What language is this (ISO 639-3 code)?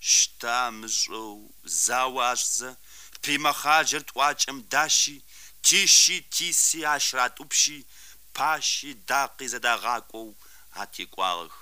kbd